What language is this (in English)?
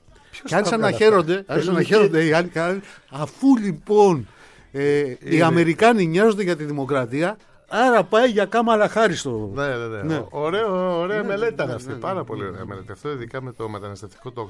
Greek